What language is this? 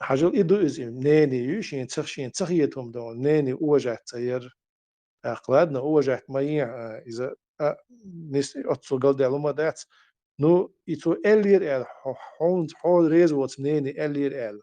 Chechen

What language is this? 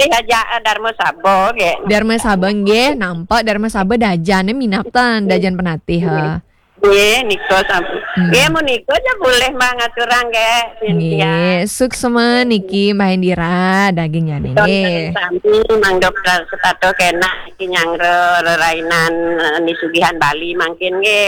Balinese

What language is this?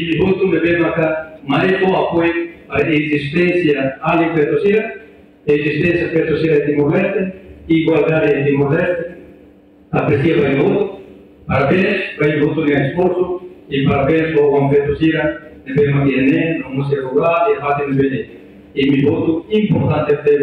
Tetum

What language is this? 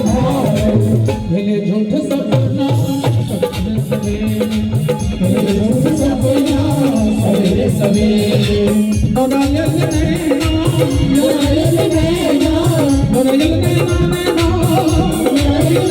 Maithili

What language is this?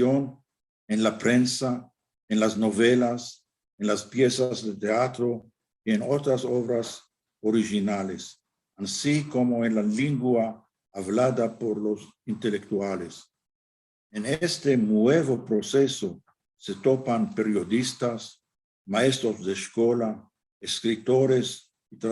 Ladino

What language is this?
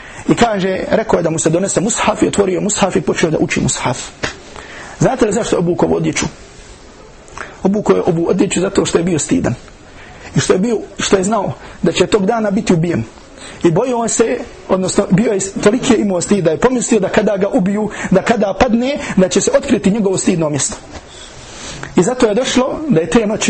Bosnian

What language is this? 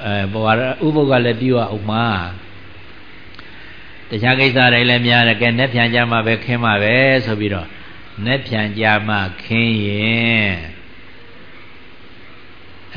Burmese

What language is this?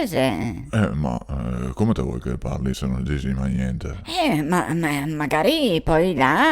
Venetian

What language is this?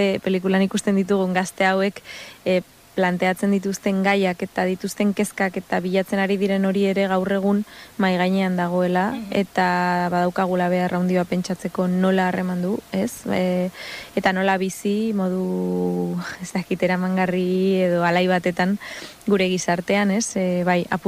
Basque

